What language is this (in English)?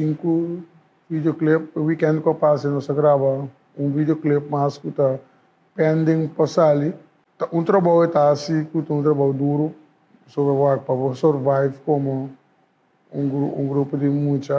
Papiamento